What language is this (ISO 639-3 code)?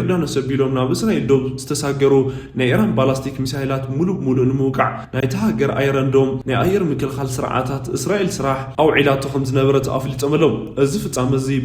tir